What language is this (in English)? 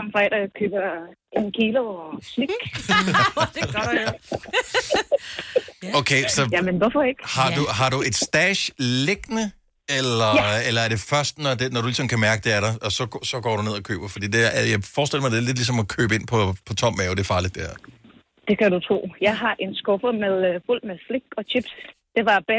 Danish